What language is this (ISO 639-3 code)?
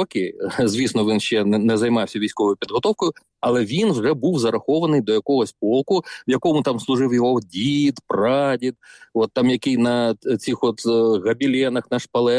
ukr